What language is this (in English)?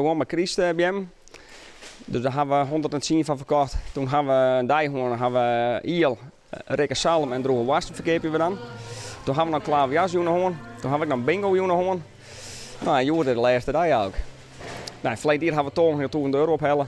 Western Frisian